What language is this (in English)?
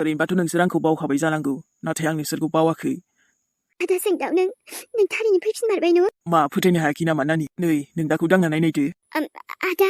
Bodo